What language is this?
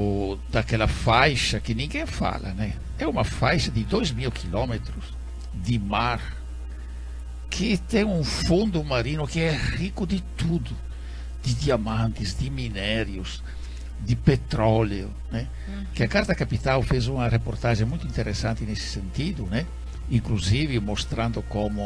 Portuguese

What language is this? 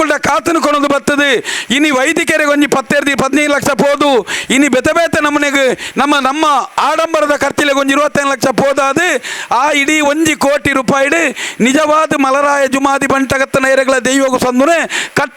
Tulu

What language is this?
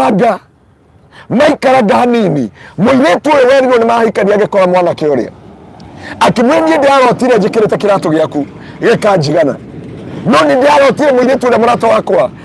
Kikuyu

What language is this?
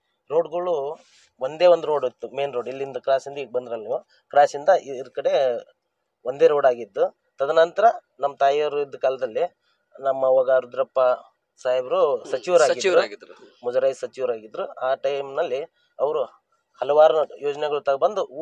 Kannada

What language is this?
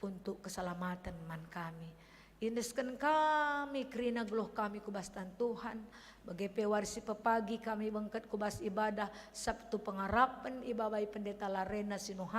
Batak Karo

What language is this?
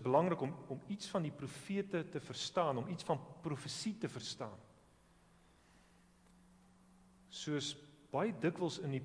Afrikaans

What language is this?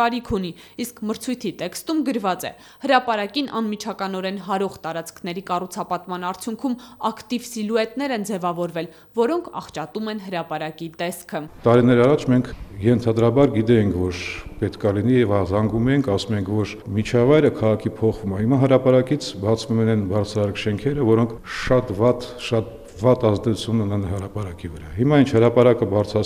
Armenian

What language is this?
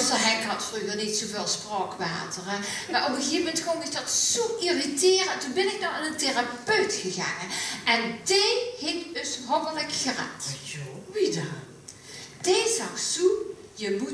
Limburgish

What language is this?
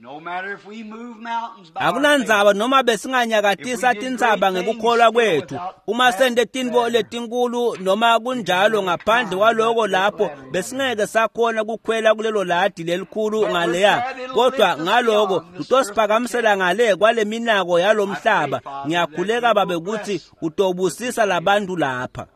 Swati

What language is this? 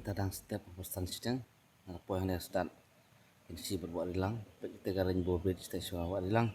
Khasi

